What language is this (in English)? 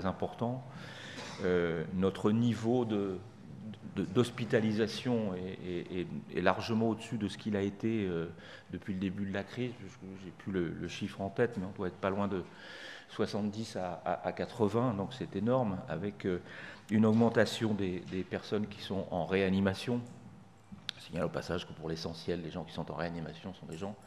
French